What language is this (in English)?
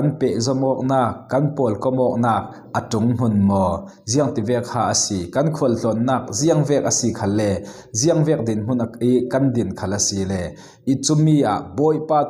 Falam Chin